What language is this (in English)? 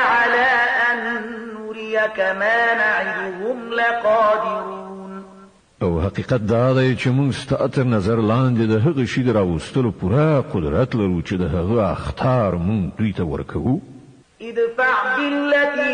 Pashto